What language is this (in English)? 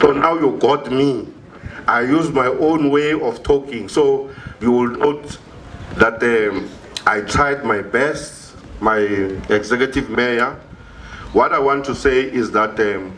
Venda